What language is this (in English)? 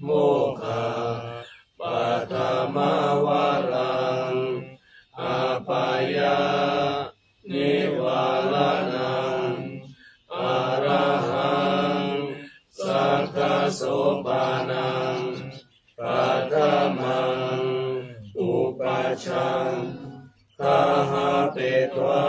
Pali